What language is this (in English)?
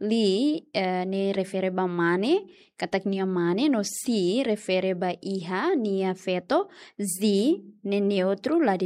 Tetum